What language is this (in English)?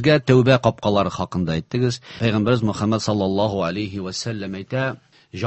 Tatar